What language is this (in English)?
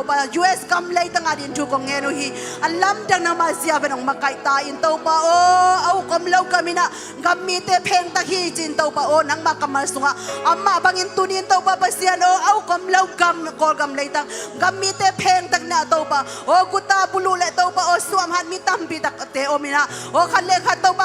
Tedim Chin